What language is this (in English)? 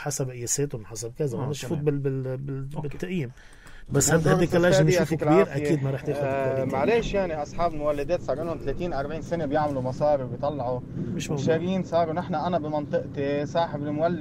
North Levantine Arabic